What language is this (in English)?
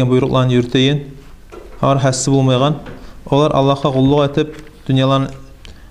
Kumyk